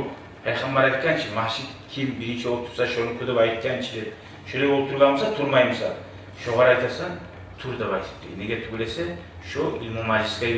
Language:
Kumyk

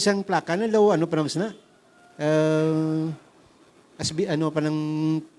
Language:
Hiligaynon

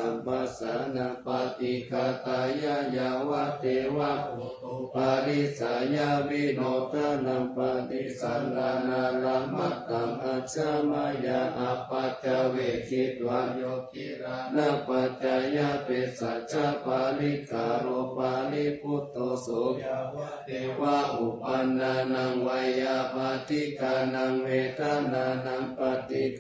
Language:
Pali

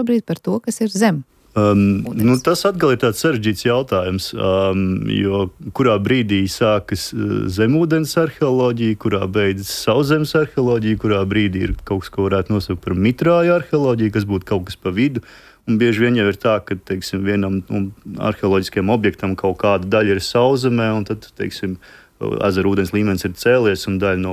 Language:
Latvian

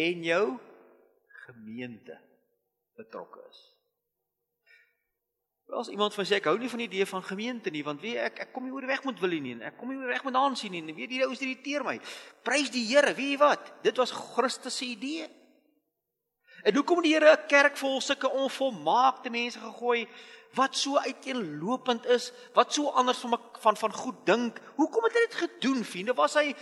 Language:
Afrikaans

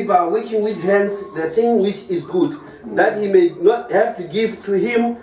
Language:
Northern Sotho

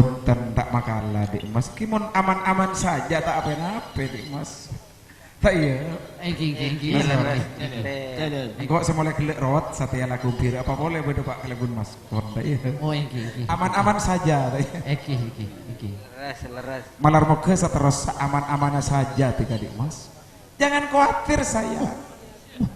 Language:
Madurese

